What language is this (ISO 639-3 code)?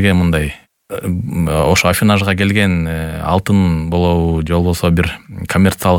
kir